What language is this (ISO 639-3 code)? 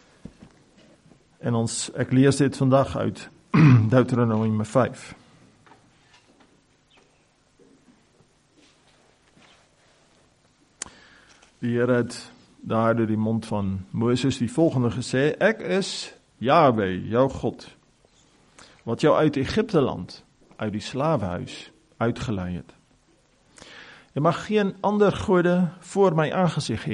afr